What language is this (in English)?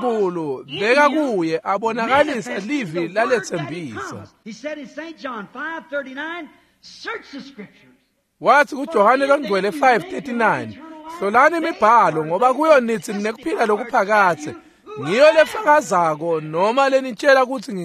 Swati